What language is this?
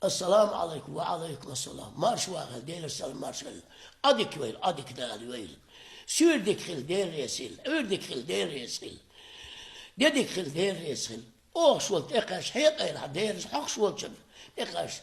Chechen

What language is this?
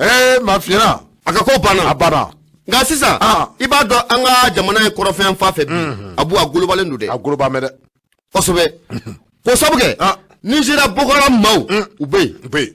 Bambara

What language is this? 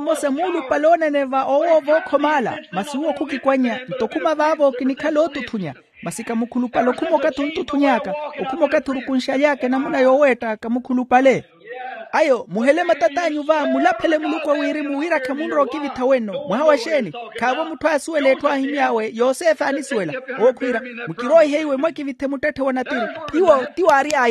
Makhuwa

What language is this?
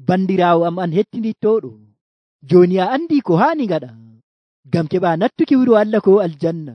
Nigerian Fulfulde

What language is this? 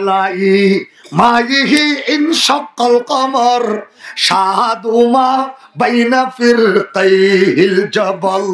Rohingya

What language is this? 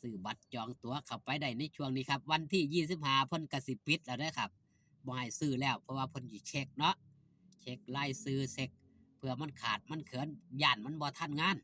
Northeastern Thai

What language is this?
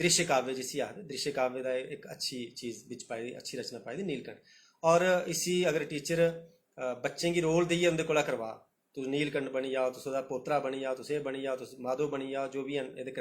Dogri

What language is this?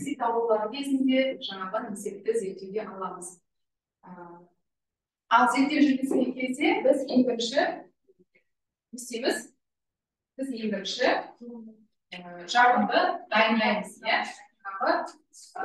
Kazakh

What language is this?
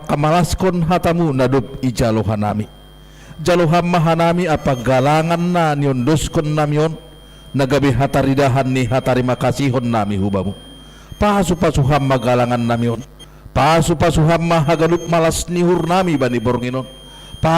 Batak Simalungun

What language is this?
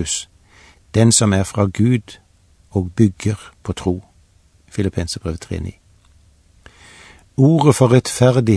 Norwegian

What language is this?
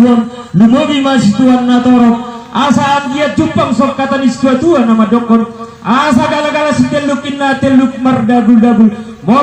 Batak Toba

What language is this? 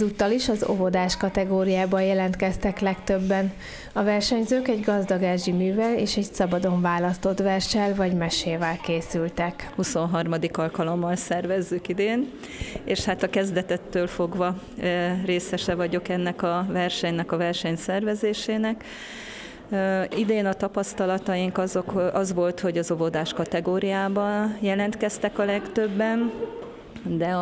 Hungarian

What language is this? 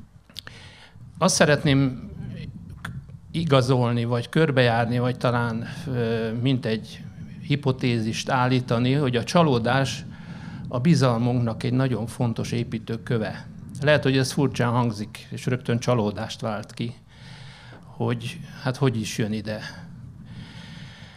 Hungarian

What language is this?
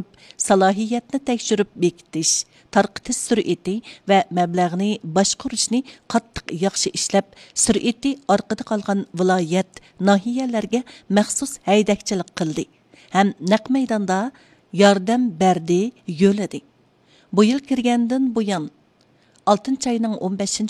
Uyghur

